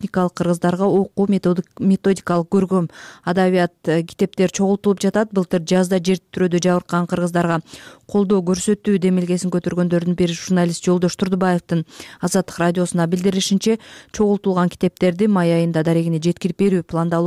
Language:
Kyrgyz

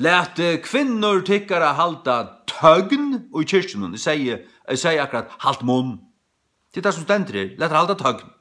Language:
Faroese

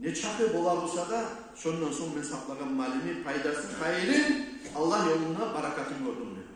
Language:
Kumyk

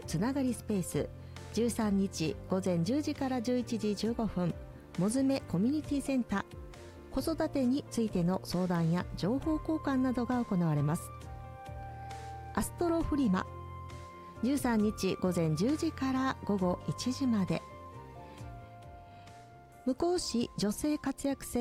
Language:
Japanese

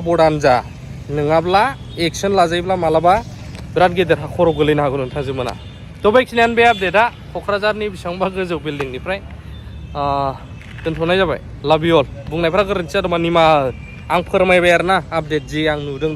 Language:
Bodo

